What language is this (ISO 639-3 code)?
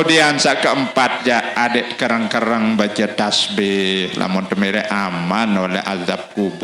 sas